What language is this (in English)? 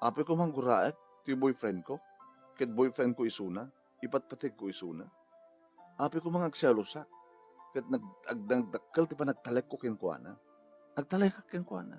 Iloko